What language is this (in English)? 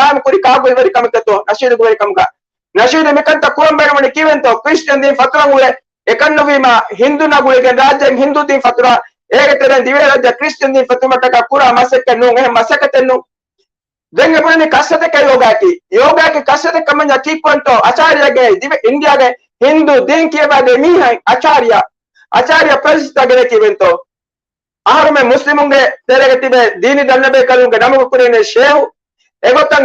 Divehi